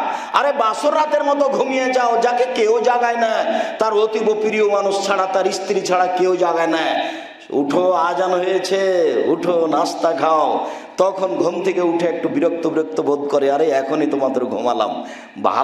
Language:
Bangla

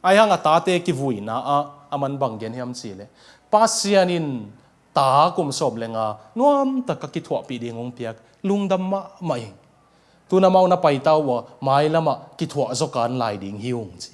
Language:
Tedim Chin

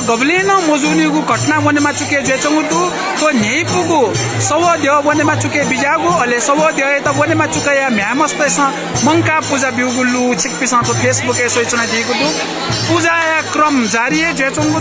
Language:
Newari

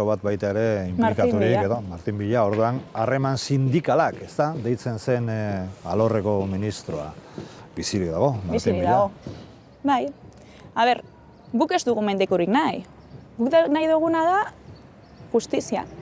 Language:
Basque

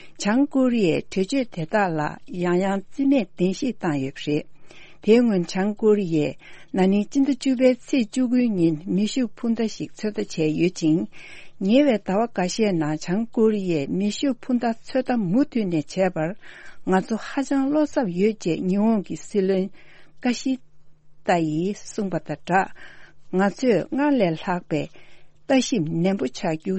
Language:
Tibetan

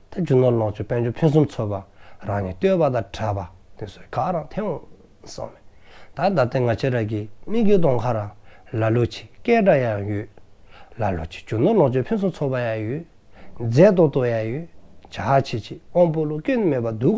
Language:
Dzongkha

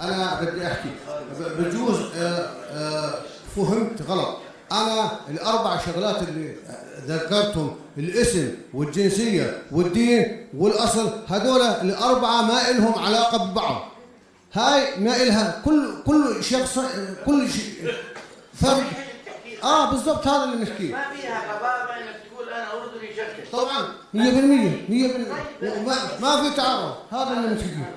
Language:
North Levantine Arabic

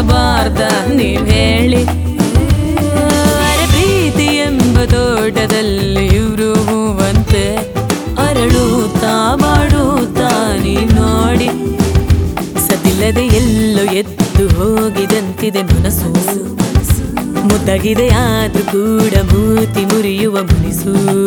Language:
Kannada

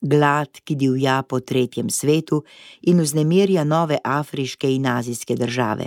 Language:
Slovenian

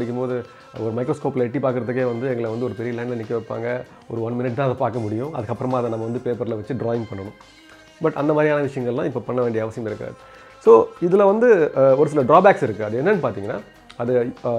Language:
Tamil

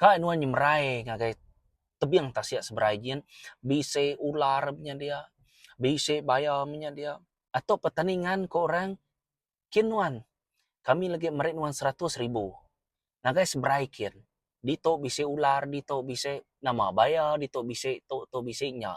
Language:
Iban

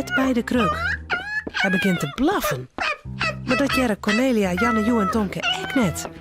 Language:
Western Frisian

